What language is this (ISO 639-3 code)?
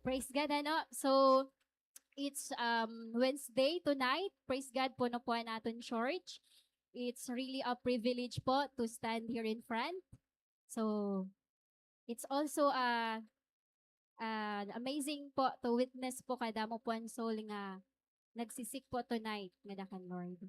war